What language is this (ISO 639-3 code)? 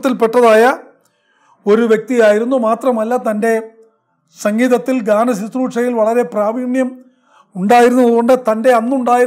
mal